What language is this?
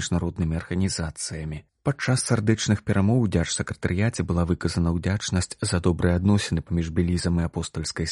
Belarusian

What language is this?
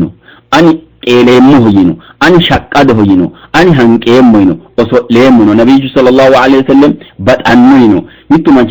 Sidamo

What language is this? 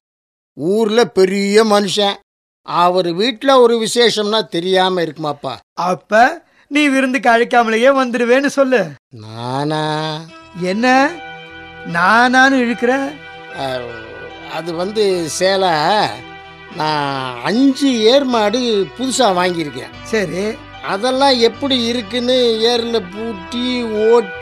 Tamil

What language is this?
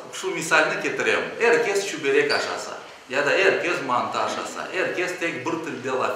Crimean Tatar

